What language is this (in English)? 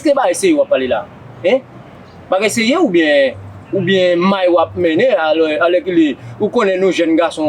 Haitian Creole